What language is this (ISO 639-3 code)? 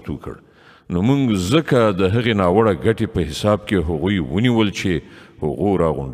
pus